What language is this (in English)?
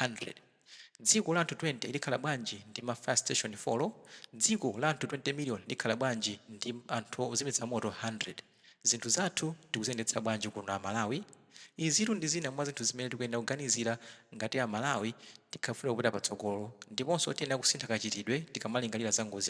Nyanja